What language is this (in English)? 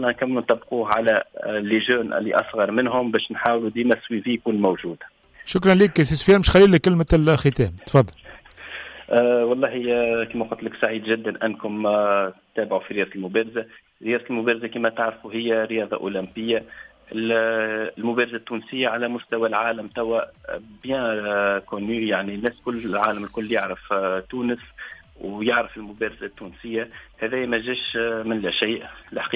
Tunisian Arabic